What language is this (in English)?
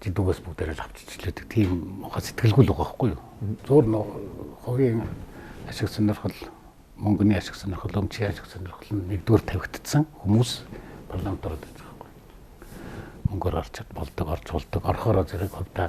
Mongolian